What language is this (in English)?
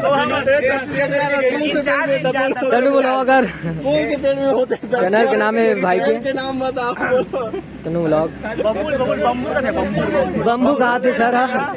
Chhattisgarhi